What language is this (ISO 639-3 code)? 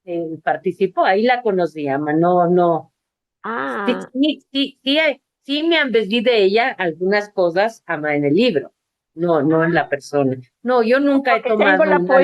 lad